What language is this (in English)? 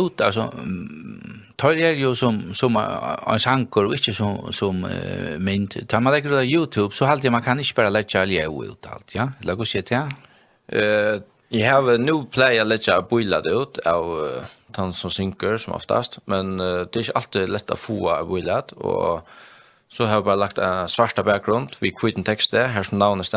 Faroese